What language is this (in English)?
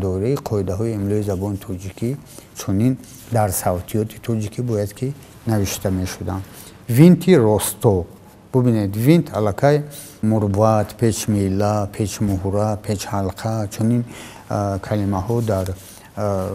Tajik